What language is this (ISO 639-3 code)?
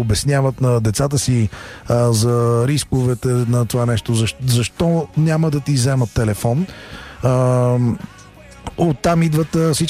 bul